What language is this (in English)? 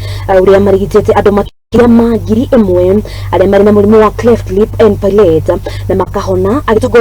Kikuyu